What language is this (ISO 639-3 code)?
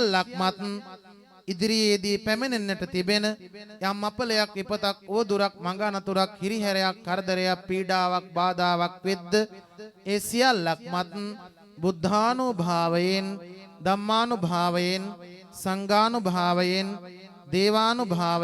sin